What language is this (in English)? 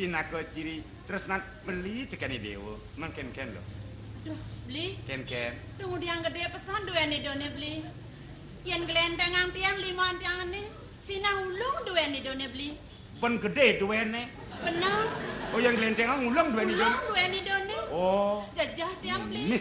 Balinese